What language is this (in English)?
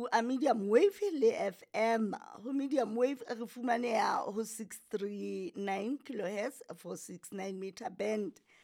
Southern Sotho